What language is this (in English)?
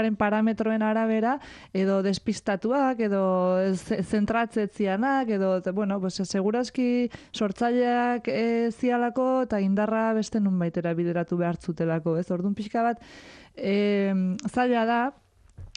Basque